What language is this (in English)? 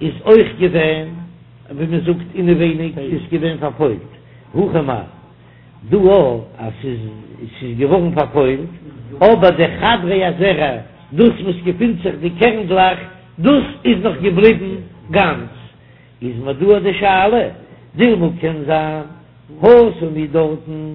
Yiddish